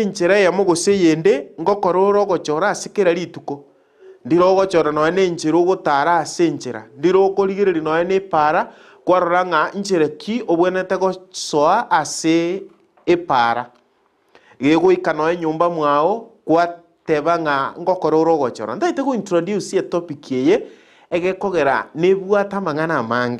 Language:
Gusii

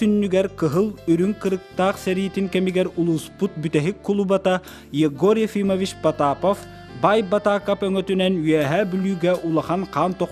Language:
Yakut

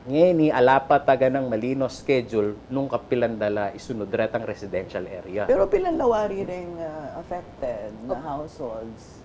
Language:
Pampanga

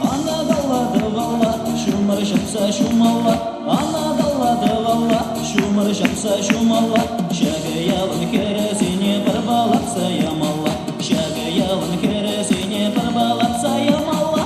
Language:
Chuvash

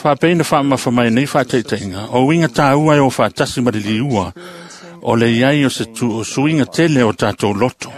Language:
Samoan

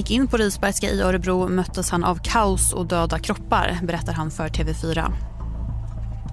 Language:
Swedish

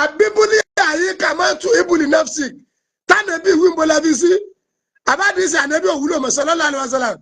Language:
Yoruba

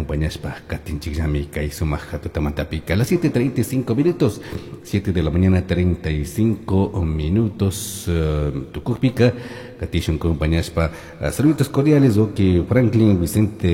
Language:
Chimborazo Highland Quichua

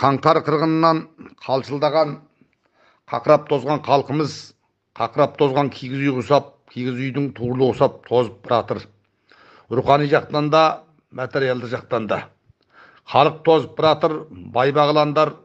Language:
Kazakh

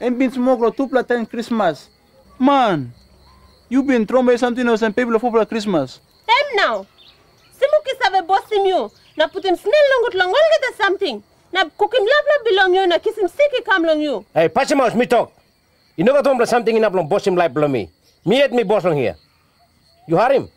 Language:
Tok Pisin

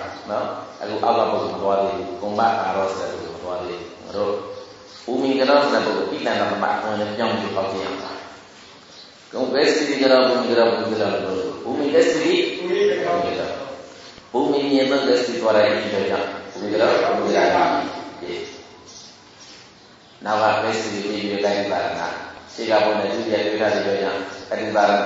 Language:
Burmese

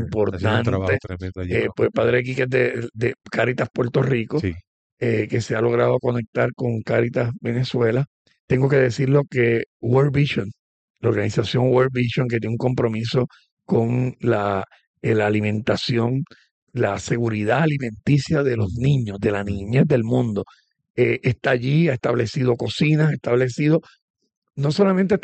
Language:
Spanish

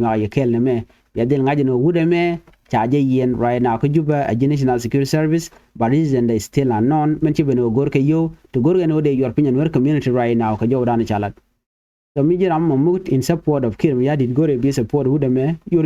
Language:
Nuer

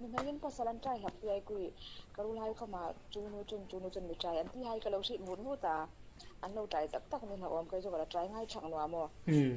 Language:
Hmar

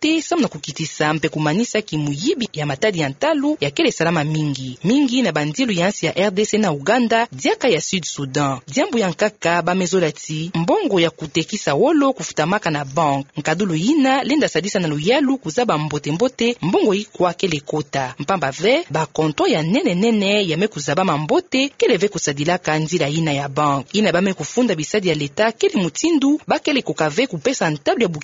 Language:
Kituba (Democratic Republic of Congo)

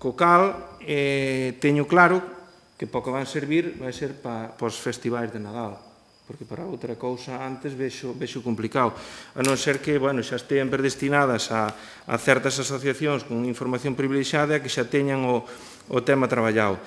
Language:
Galician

